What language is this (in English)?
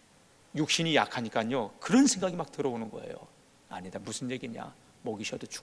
Korean